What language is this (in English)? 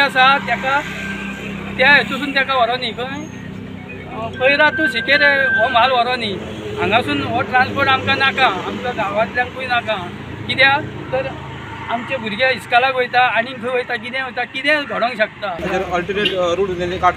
Konkani